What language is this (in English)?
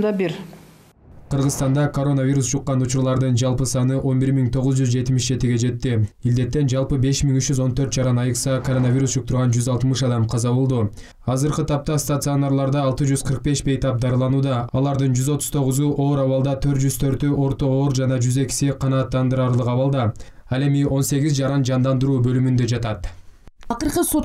Kyrgyz